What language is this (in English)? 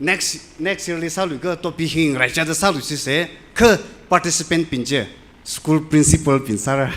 Tangkhul Naga (India)